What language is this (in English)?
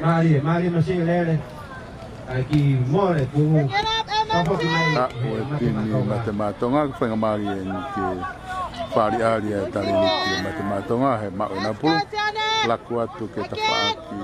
Tongan